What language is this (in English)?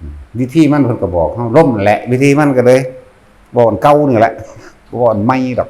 Northeastern Thai